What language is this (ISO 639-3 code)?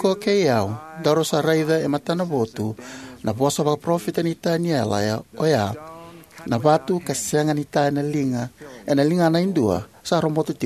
fij